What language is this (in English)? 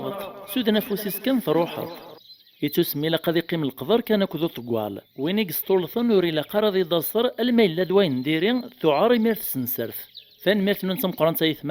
Kabyle